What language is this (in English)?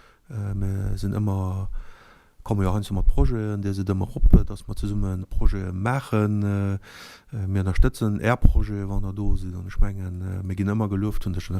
Luxembourgish